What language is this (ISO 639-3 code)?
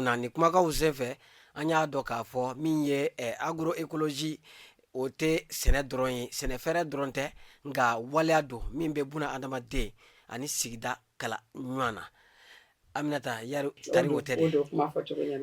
bam